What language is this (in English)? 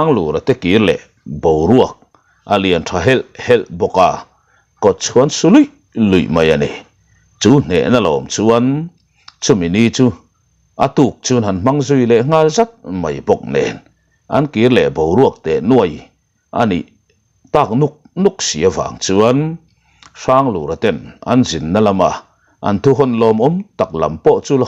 Mizo